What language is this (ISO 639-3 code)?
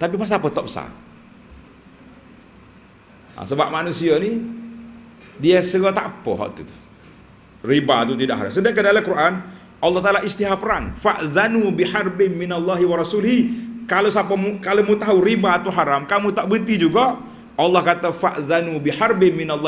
msa